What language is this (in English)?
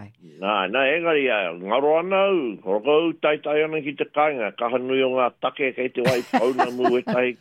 Māori